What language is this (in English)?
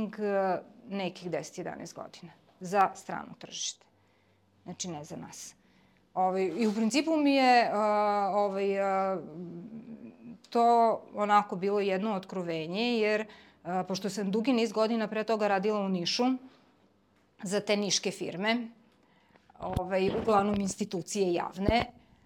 Serbian